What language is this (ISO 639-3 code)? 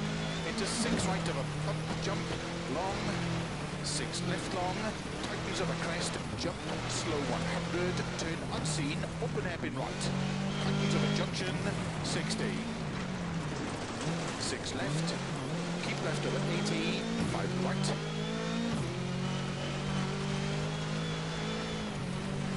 eng